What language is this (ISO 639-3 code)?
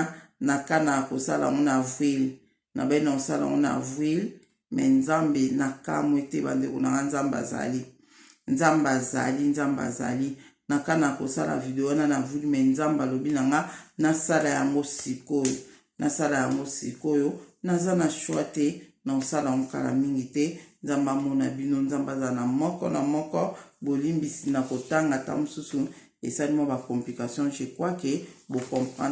lin